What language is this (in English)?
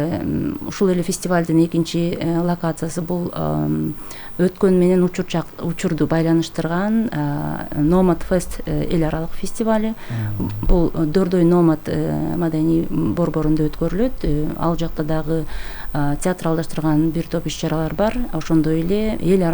Kyrgyz